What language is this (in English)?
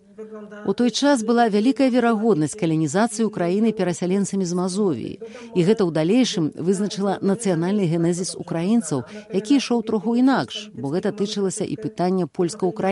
Belarusian